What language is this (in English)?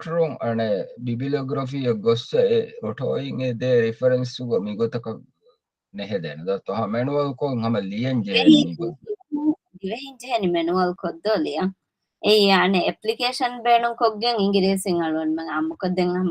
Divehi